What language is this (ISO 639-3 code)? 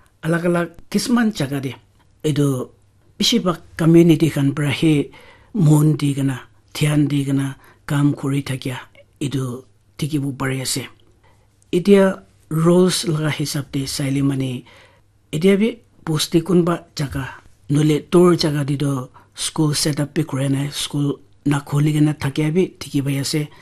nag